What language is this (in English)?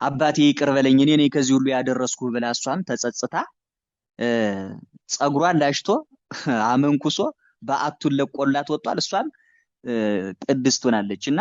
Amharic